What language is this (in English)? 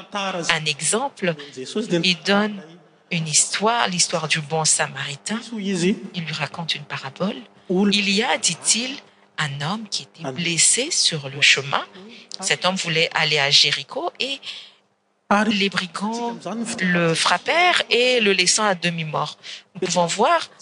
French